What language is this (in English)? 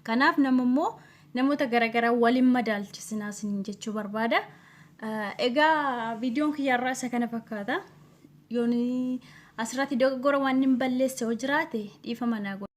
Oromo